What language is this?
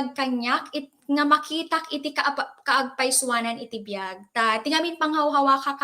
Iloko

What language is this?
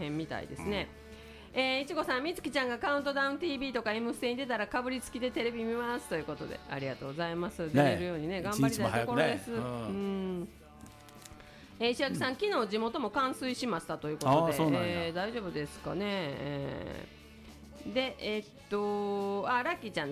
Japanese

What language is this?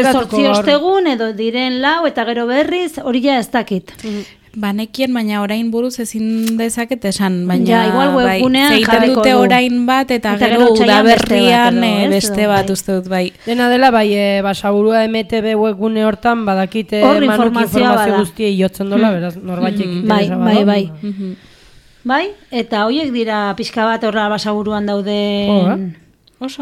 Basque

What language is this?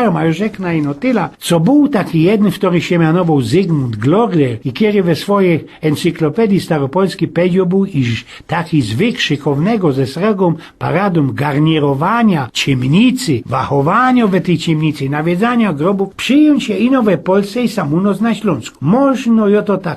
Silesian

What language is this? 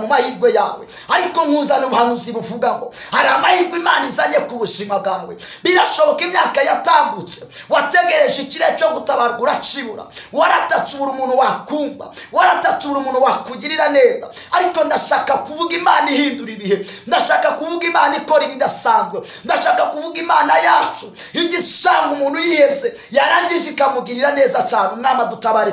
Kinyarwanda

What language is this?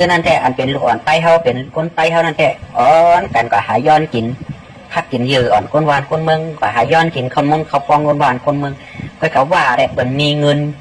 Shan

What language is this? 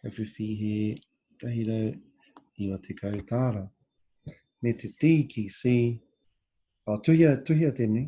Māori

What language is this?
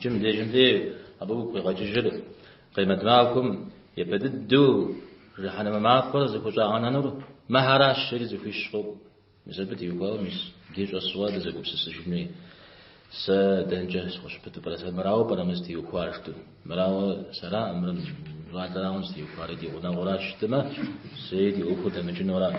Kabardian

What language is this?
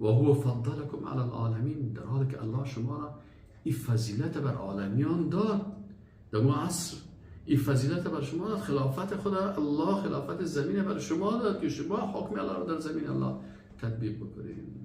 Persian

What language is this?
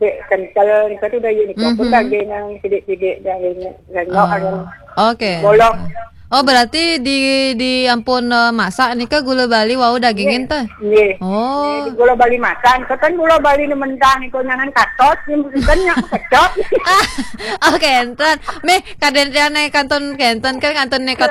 Balinese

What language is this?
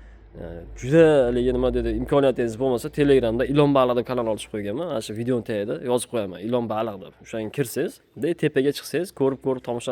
Uzbek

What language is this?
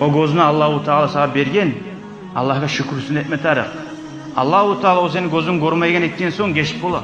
Kumyk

